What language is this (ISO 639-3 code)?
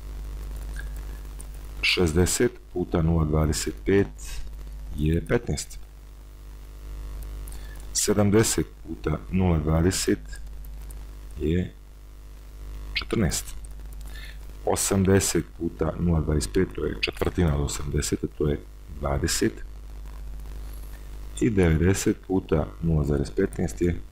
hrv